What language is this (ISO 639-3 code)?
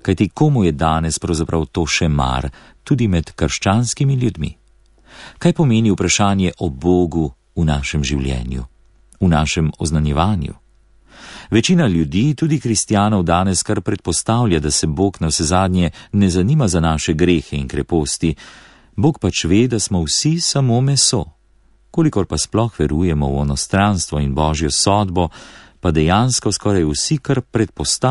slv